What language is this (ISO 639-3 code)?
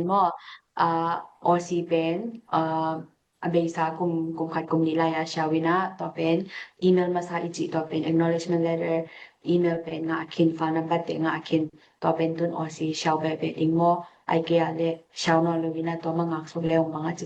ctd